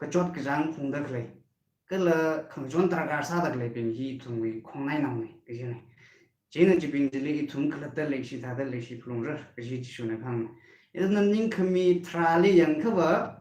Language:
Tangkhul Naga (India)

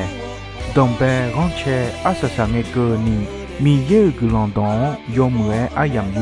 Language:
Akha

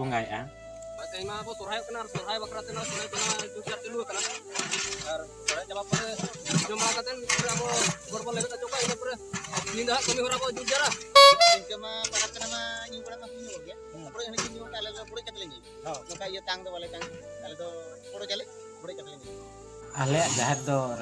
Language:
Santali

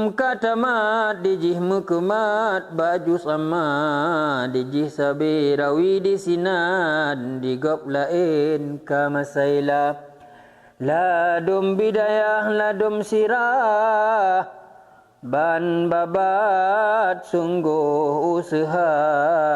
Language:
Achinese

